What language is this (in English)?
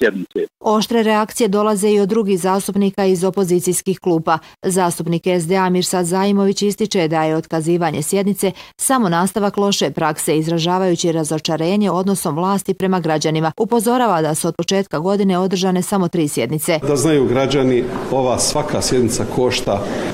Bosnian